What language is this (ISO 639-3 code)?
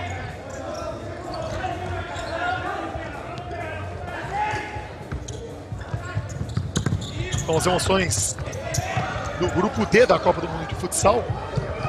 por